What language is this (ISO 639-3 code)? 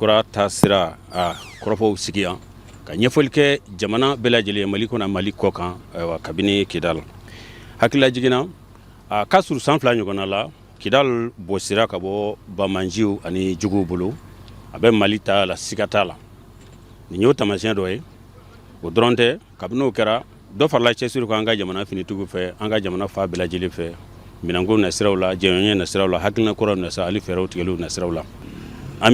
bam